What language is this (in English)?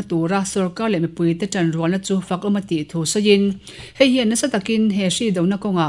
Mizo